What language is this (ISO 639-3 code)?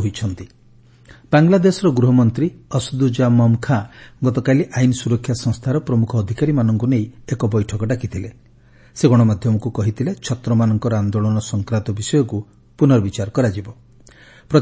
ori